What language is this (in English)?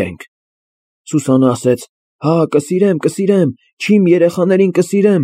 Armenian